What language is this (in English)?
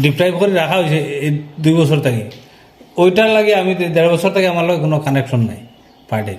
Sylheti